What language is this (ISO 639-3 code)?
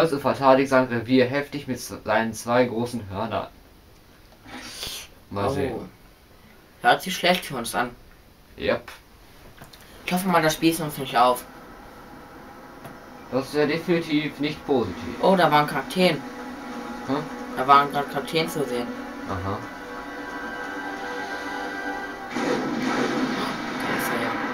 deu